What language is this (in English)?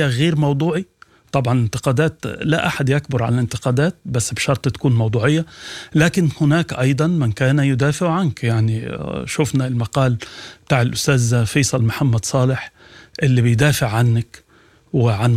Sudanese Arabic